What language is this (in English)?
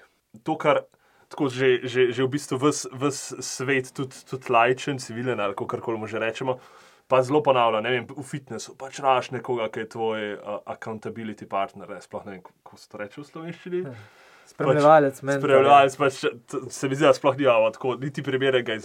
Slovenian